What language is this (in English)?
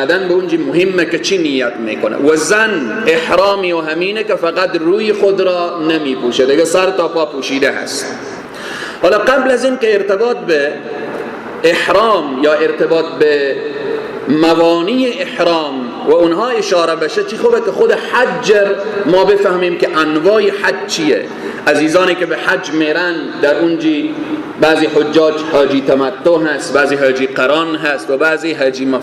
Persian